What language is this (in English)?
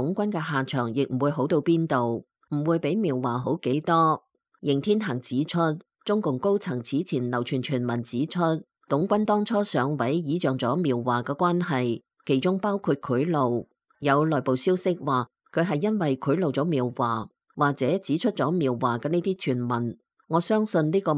Cantonese